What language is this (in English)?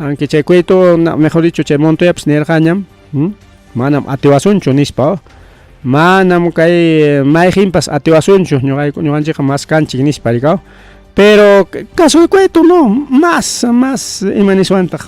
Ayacucho Quechua